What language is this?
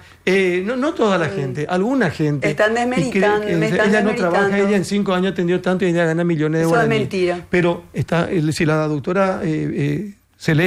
Spanish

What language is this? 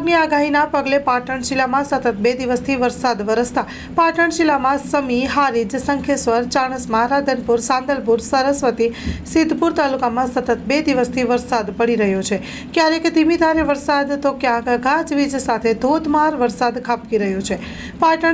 Gujarati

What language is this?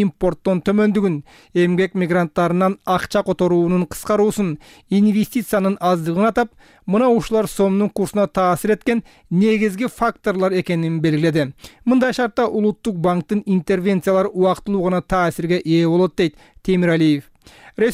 Kyrgyz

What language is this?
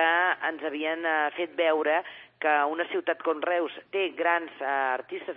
Catalan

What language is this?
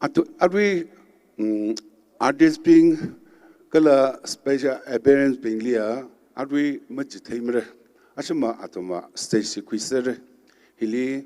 Tangkhul Naga (India)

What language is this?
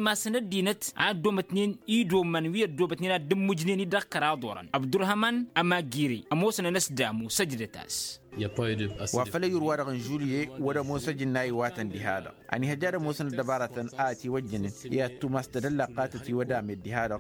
Tamasheq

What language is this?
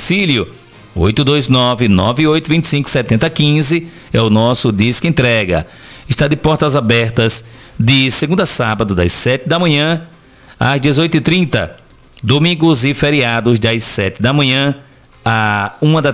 Portuguese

